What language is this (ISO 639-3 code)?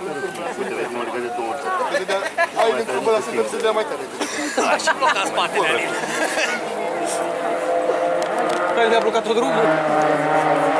ron